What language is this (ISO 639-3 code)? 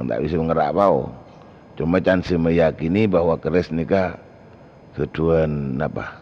mad